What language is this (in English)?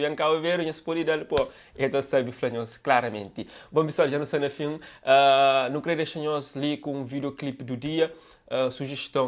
Kabuverdianu